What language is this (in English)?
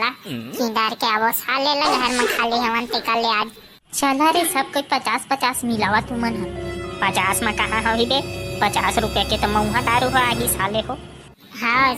Chhattisgarhi